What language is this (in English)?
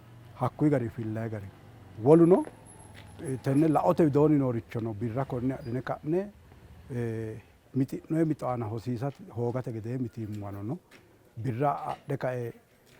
Sidamo